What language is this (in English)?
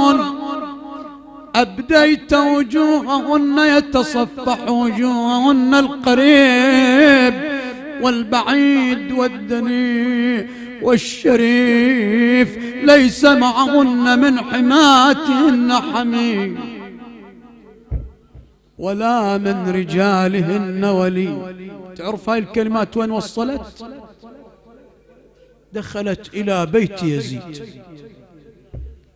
Arabic